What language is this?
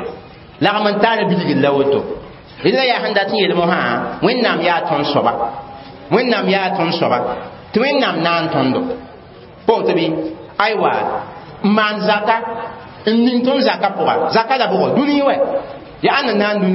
Mossi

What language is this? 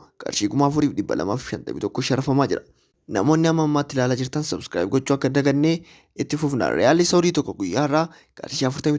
Oromo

